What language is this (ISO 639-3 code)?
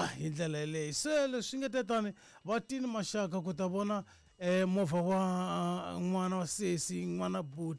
tso